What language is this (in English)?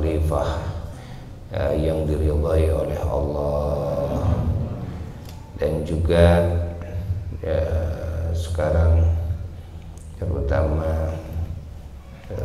Indonesian